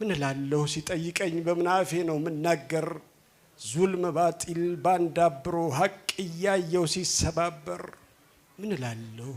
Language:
Amharic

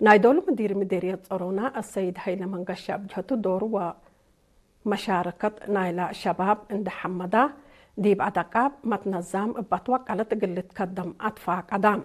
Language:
Tigre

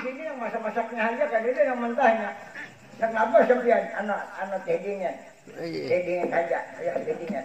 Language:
Banjar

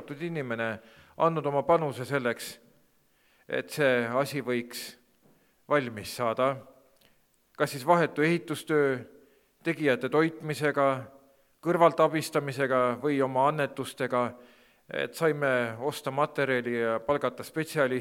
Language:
Estonian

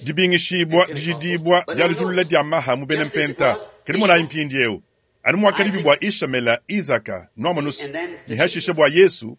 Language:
Luba-Lulua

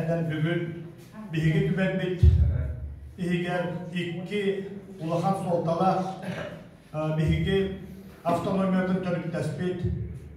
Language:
Yakut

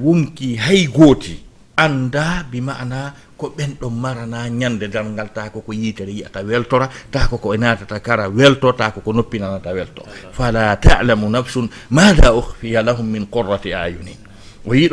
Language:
Fula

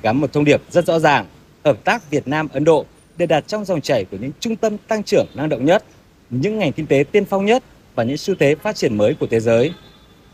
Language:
Vietnamese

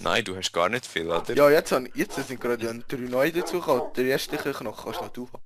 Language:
Swiss German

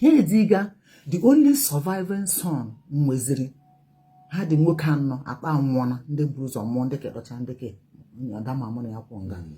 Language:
Igbo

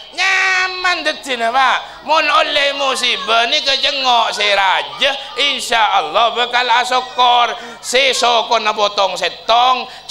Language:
Madurese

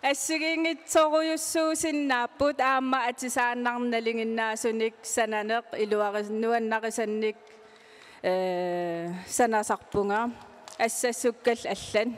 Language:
Kalaallisut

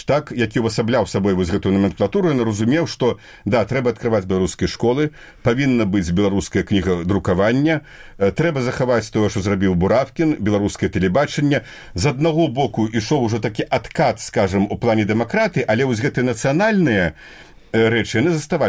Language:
Belarusian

